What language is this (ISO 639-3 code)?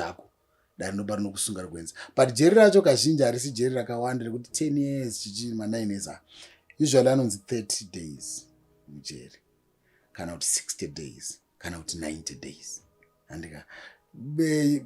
sna